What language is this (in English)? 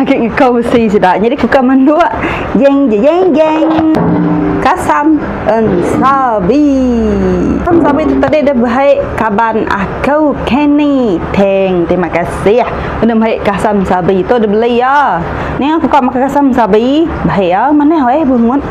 Iban